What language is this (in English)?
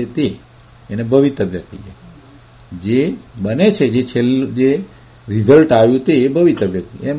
Gujarati